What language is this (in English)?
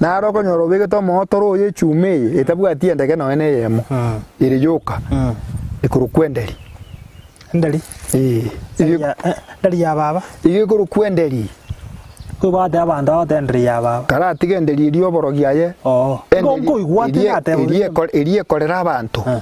Gusii